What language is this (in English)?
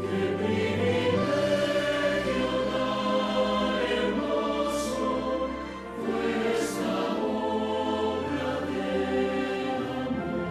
Guarani